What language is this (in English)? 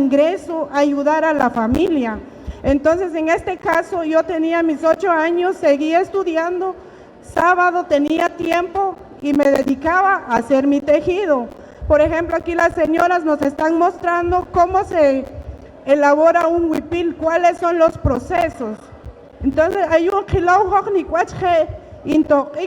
Poqomchi'